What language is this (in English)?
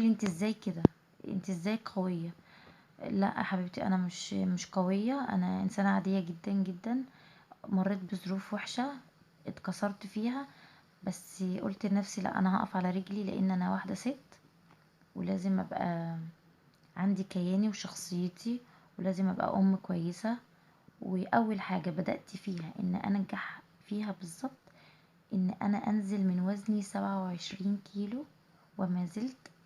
Egyptian Arabic